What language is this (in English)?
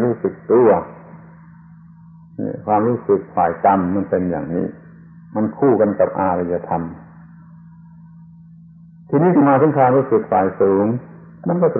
Thai